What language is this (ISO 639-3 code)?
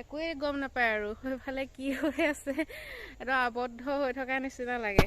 asm